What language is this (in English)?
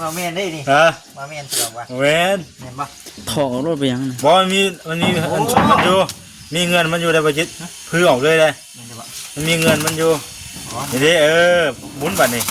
Lao